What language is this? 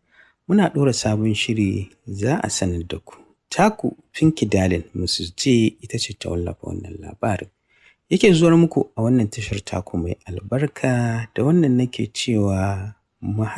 Hausa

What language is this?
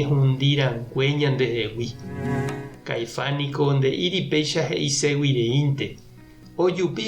Guarani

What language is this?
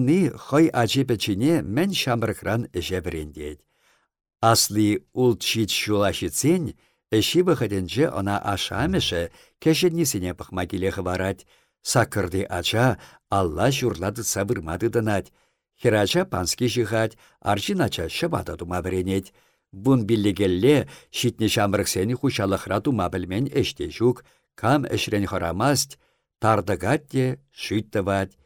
Chuvash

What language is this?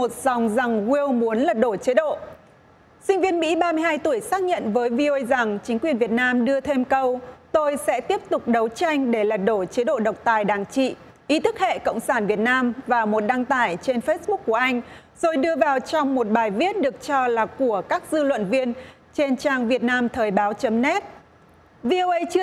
Vietnamese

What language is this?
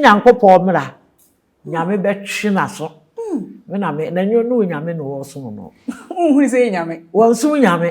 Akan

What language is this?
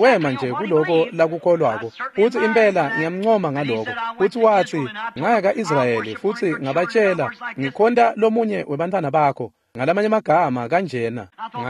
Swati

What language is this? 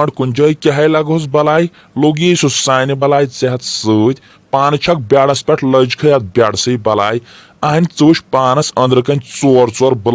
Kashmiri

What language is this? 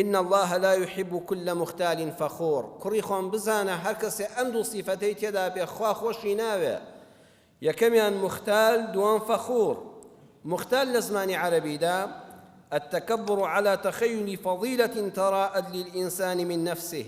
Central Kurdish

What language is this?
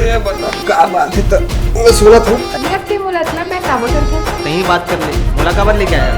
Chhattisgarhi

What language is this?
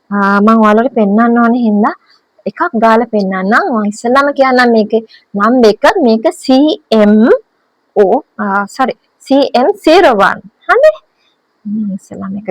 Sinhala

